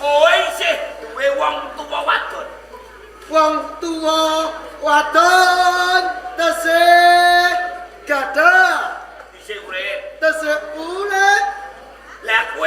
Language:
Javanese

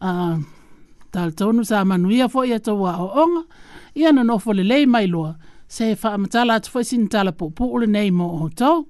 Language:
Samoan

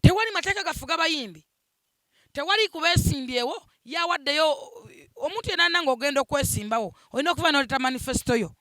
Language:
Ganda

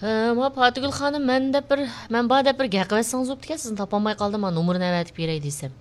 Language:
Uyghur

